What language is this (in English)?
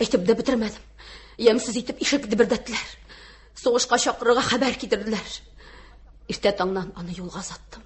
Tatar